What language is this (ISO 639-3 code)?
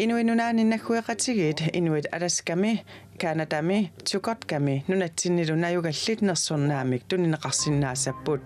kal